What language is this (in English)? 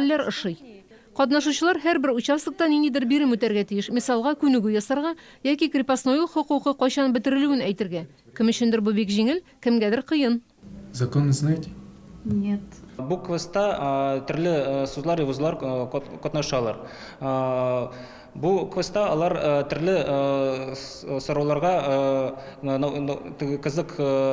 Tatar